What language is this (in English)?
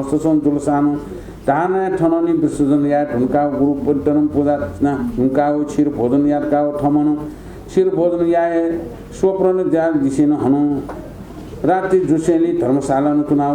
Newari